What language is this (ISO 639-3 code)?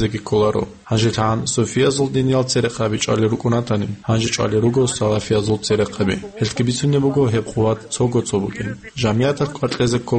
ava